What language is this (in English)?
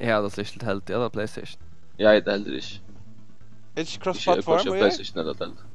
Faroese